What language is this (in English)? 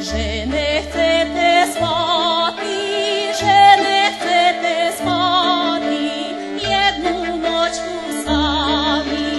Rusyn